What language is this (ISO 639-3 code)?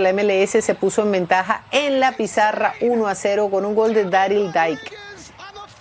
spa